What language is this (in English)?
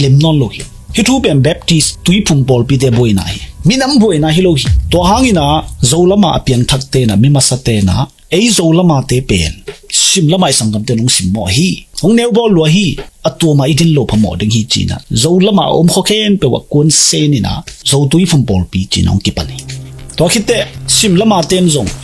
Tedim Chin